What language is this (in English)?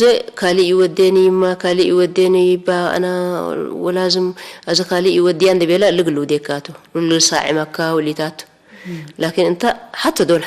Tigre